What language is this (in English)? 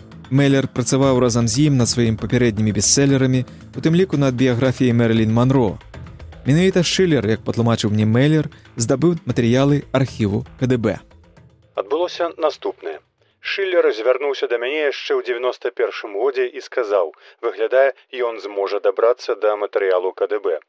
Belarusian